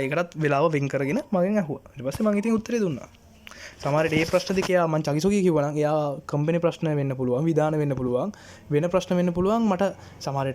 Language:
Sinhala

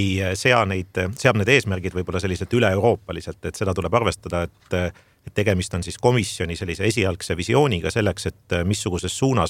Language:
Estonian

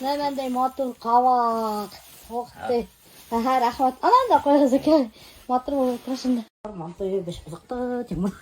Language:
Bashkir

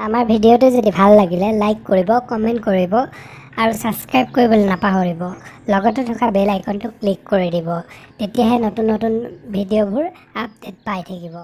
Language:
Assamese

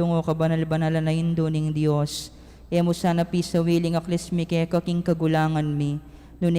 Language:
Pampanga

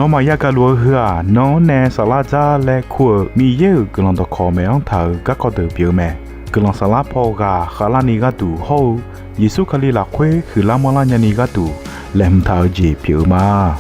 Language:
Akha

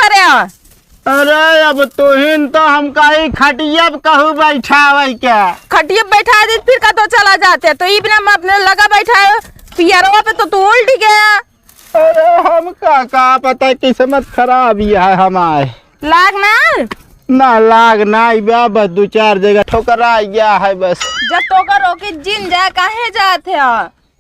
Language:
Awadhi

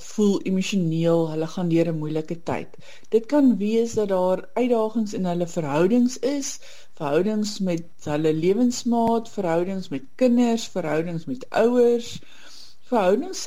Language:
Afrikaans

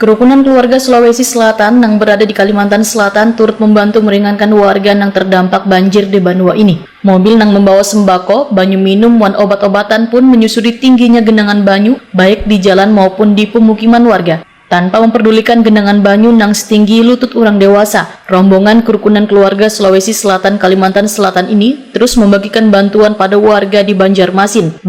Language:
Banjar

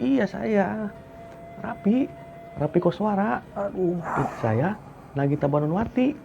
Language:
Sundanese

